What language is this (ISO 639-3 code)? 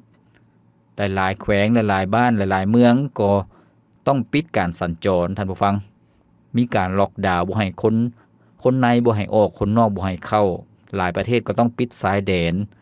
lao